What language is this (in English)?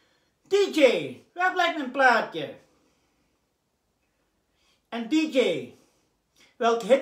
Dutch